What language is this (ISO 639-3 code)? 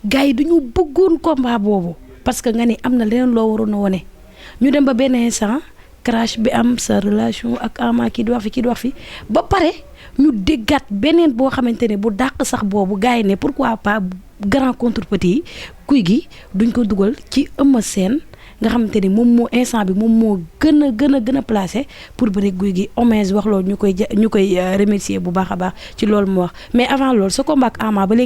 wol